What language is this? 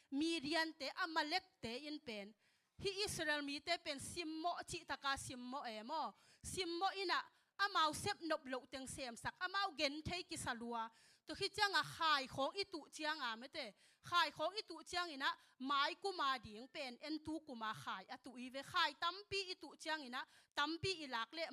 Tedim Chin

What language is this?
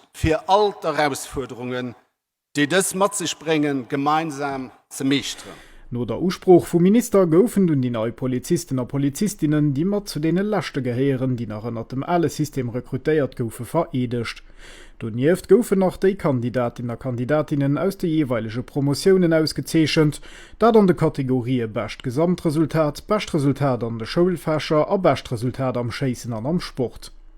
Luxembourgish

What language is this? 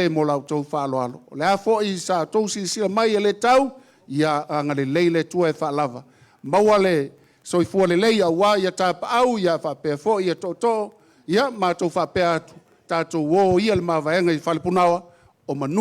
Samoan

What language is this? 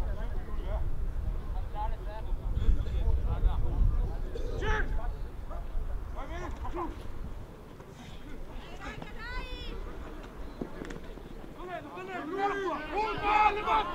Italian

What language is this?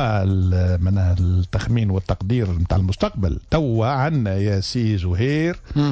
Tunisian Arabic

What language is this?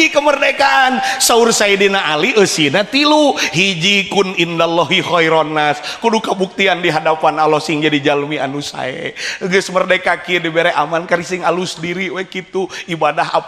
Sundanese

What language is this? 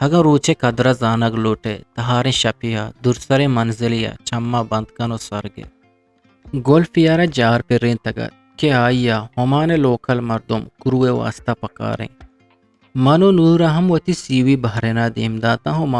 Eastern Balochi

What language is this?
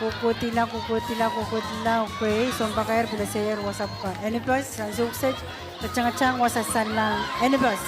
Pohnpeian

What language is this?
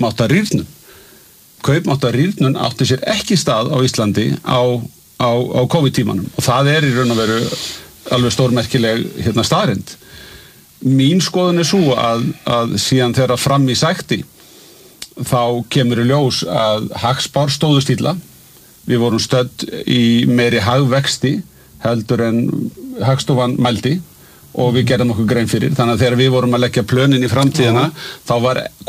Icelandic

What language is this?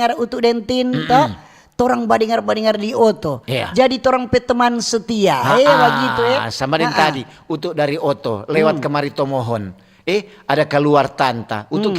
Manado Malay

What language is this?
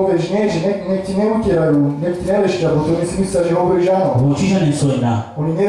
Slovak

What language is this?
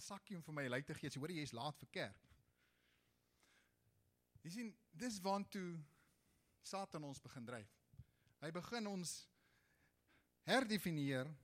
Afrikaans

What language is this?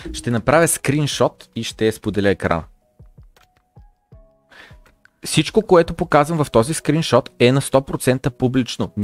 Bulgarian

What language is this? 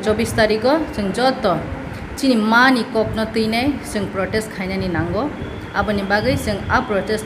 Kok Borok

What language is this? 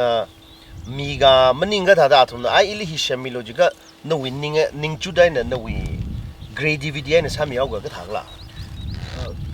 Tangkhul Naga (India)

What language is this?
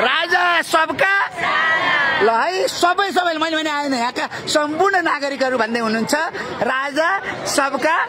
Nepali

